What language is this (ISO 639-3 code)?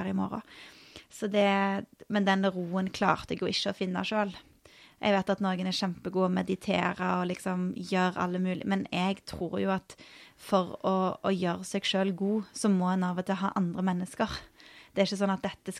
nor